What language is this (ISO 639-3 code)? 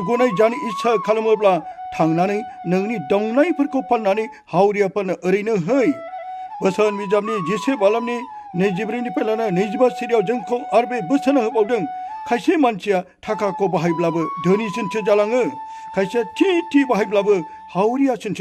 brx